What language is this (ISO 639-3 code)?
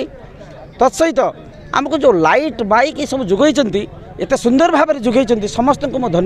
ori